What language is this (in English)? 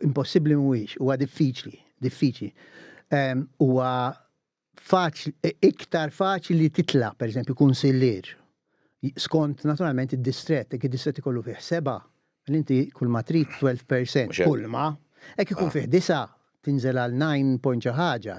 Maltese